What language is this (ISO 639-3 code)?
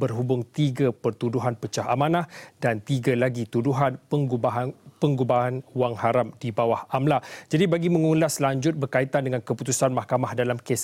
msa